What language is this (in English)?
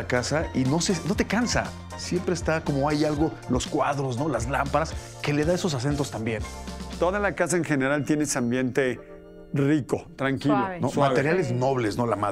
Spanish